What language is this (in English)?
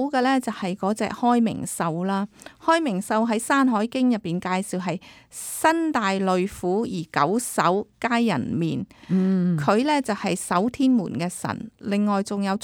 Cantonese